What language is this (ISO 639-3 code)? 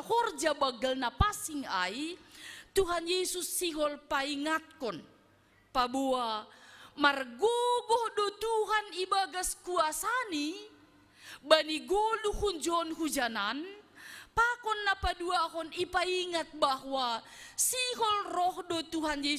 bts